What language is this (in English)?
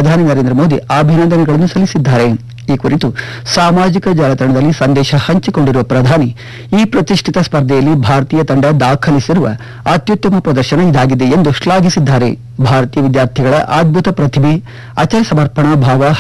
Kannada